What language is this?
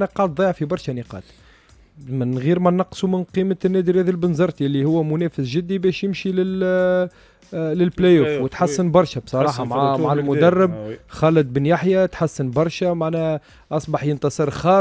Tunisian Arabic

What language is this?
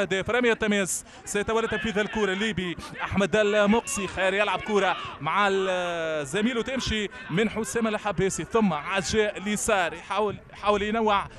Tunisian Arabic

